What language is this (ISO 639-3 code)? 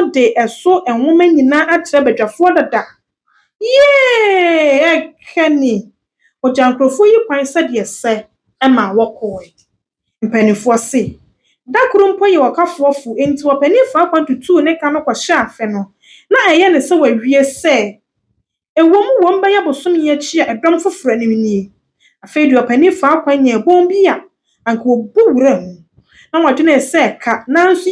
aka